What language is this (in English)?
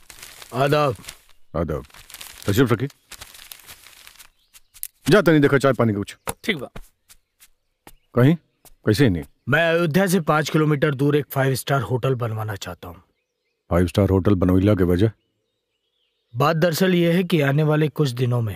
Bhojpuri